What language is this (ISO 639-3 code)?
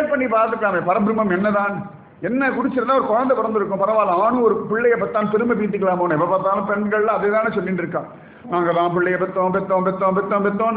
tam